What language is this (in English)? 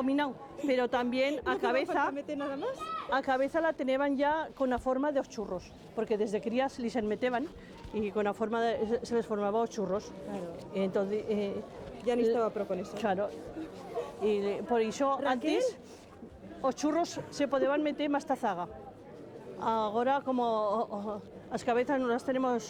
Aragonese